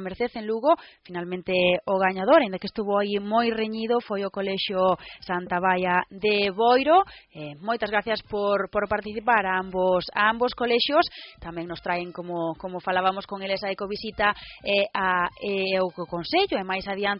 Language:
Galician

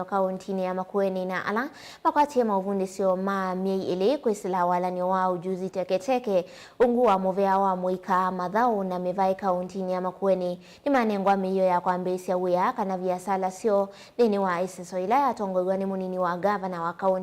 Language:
Kamba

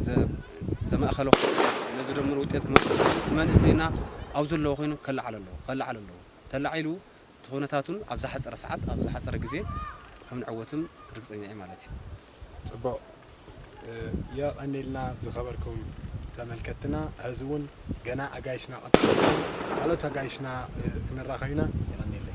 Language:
Tigrinya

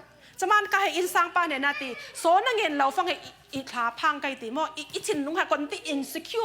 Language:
Falam Chin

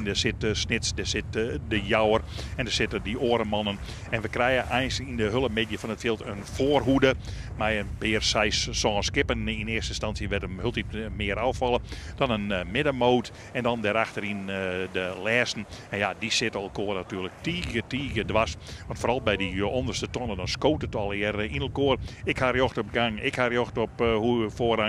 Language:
Western Frisian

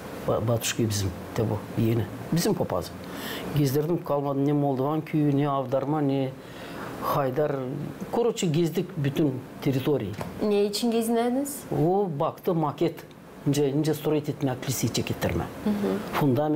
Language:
Gagauz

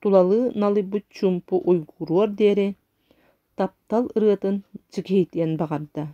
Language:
Yakut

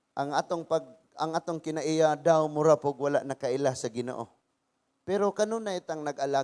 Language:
Cebuano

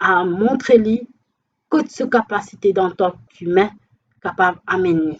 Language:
Morisyen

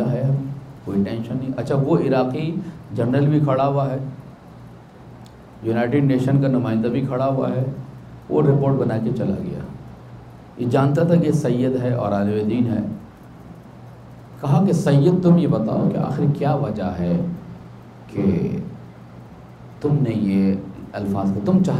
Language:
Urdu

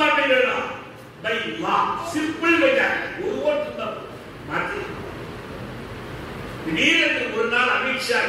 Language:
Tamil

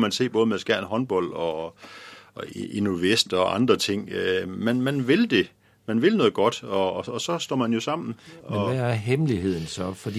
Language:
Danish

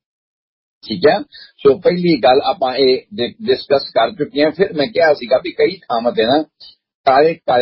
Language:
Punjabi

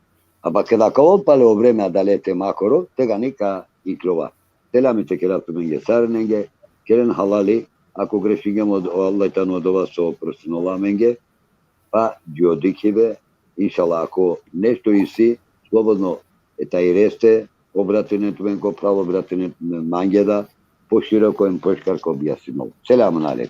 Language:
Balkan Romani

